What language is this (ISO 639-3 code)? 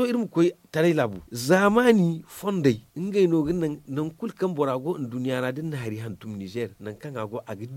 dje